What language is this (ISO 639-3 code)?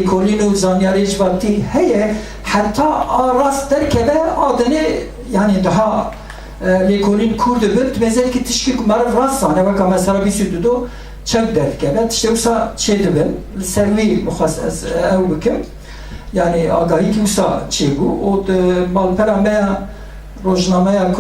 kur